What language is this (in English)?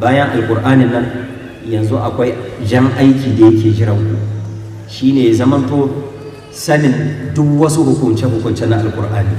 Hausa